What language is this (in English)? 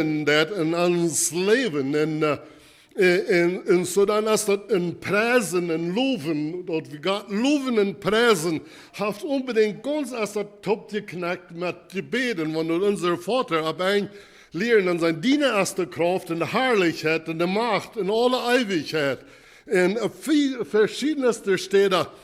Plautdietsch